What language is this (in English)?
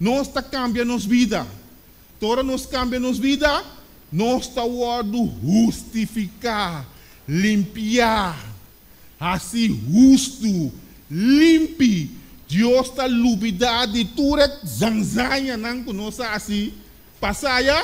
Papiamento